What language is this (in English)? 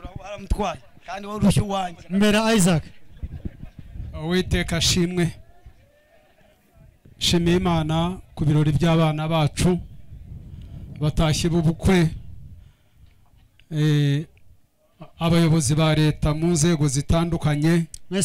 Kinyarwanda